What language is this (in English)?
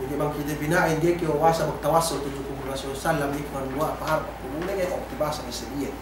Yakan